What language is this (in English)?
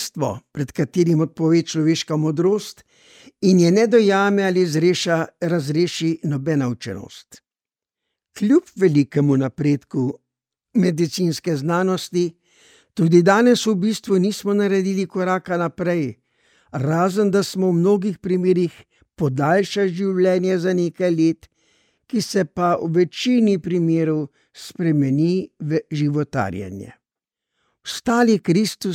Slovenian